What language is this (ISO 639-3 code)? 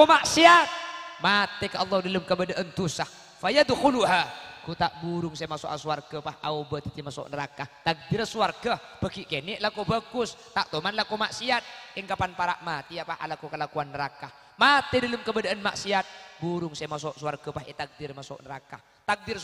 mad